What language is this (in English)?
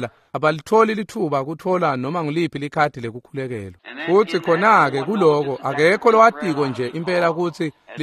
Swati